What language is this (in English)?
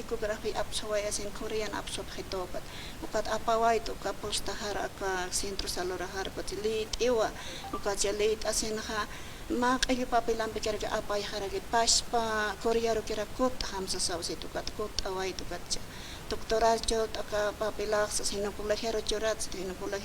Aymara